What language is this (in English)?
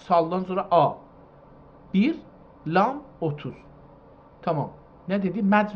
South Azerbaijani